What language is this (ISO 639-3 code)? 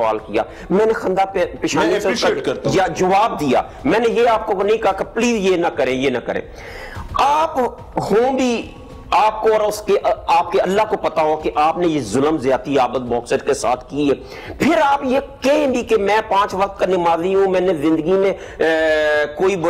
urd